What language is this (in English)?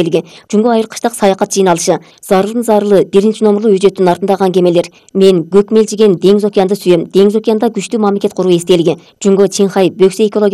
Kyrgyz